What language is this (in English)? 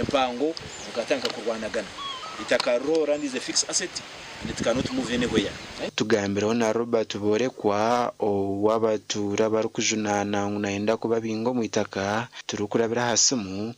Nyankole